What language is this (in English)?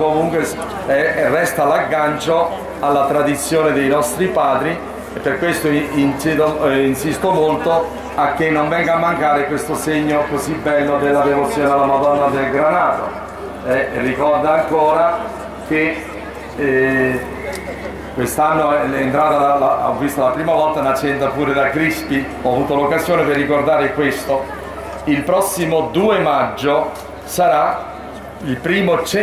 Italian